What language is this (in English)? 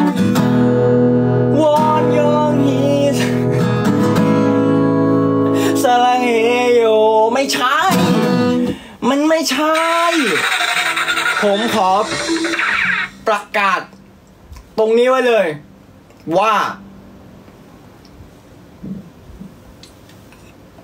Thai